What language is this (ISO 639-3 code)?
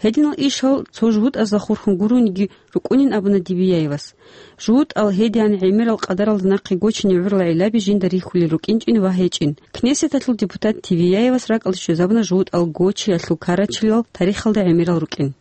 ava